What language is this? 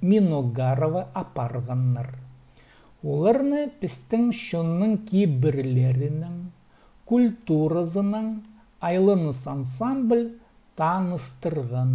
Khakas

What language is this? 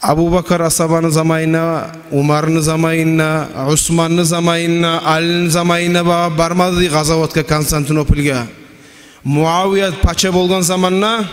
Kumyk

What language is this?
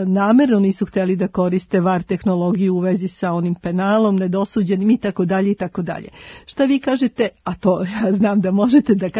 Serbian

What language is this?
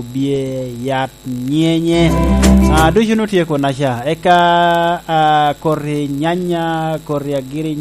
Lango (Uganda)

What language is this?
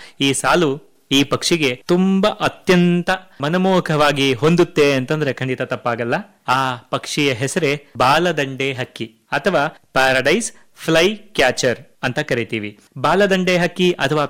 Kannada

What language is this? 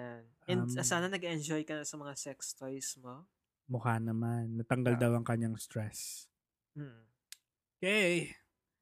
Filipino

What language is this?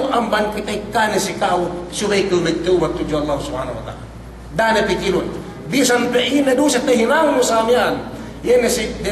Yakan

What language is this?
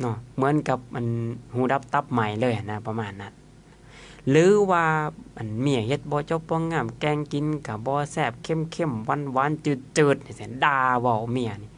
Lao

